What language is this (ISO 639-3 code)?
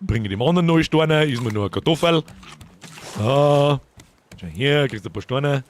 bar